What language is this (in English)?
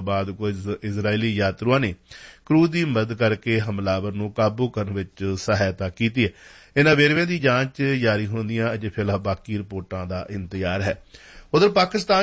Punjabi